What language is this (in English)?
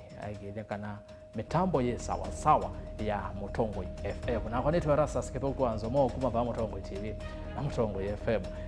Kamba